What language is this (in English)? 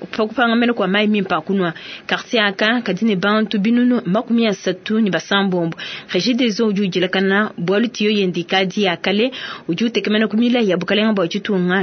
Luba-Lulua